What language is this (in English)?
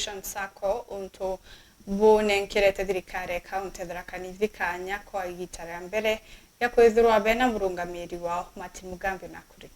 Meru